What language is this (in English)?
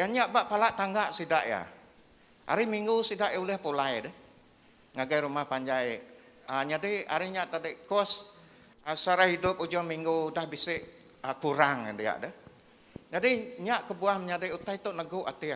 Iban